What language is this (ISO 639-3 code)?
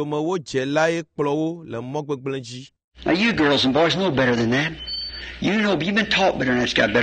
ewe